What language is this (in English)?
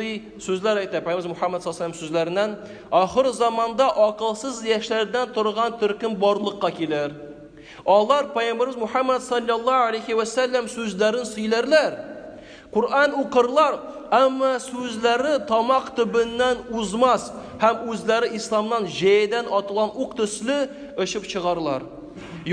Tatar